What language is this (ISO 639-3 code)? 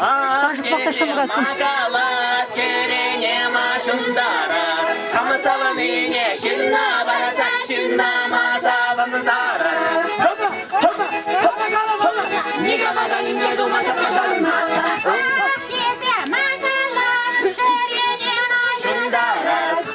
chv